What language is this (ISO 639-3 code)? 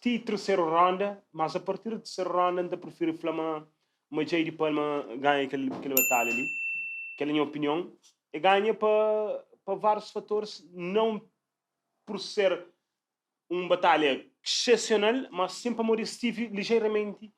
kea